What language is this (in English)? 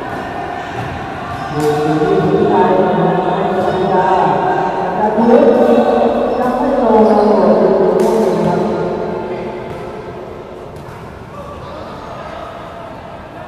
Thai